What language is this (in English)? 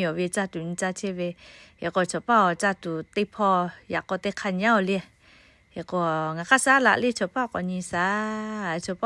Lahu